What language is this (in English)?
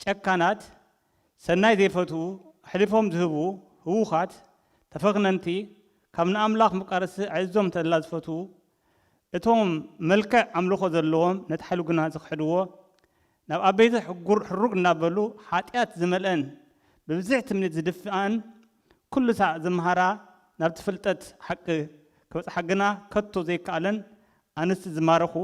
Tigrinya